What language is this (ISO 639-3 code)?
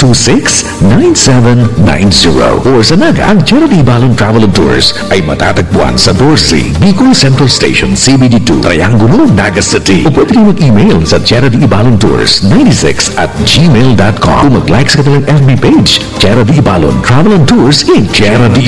fil